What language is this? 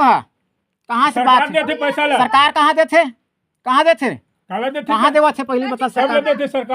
Chhattisgarhi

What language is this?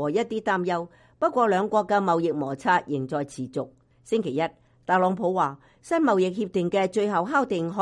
Cantonese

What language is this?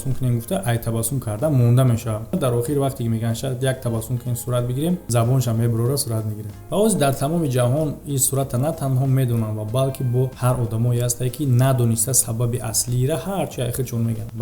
Tajik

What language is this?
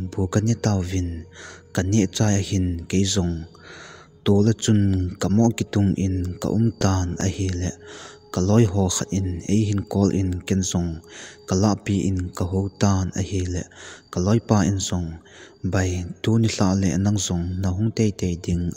Thado Chin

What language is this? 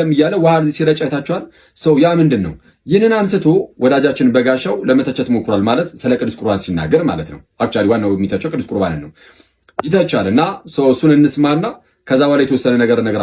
Amharic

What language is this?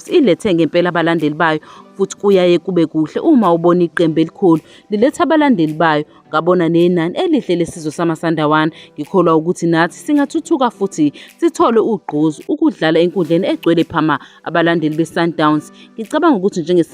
Zulu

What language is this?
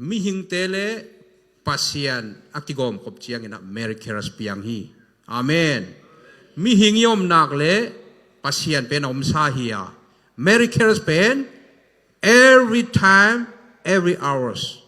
Tedim Chin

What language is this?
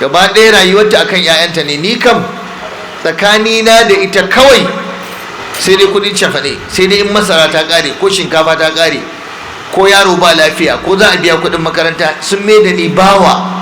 Hausa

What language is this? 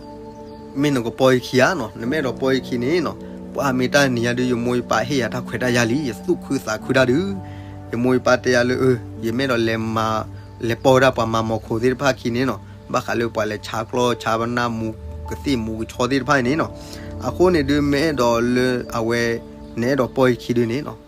S'gaw Karen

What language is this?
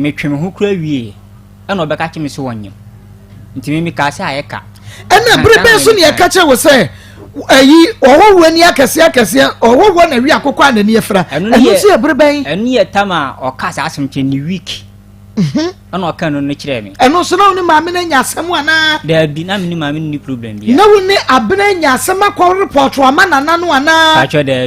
Akan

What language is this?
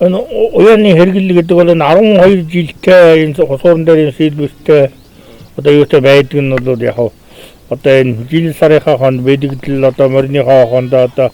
Mongolian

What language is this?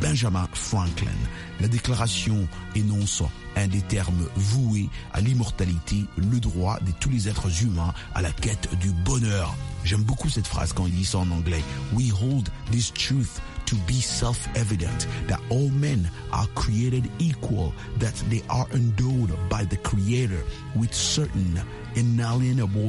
French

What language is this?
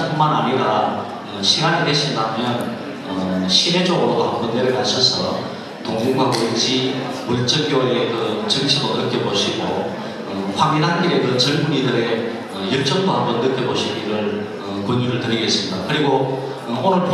Korean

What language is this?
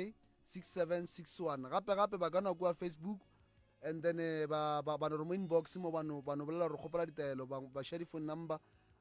Northern Sotho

